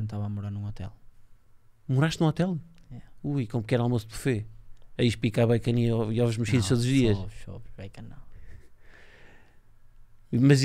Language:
Portuguese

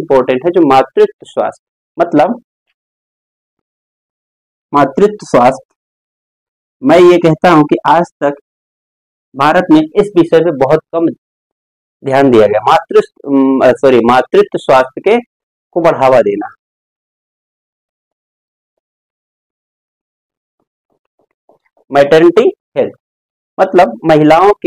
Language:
Hindi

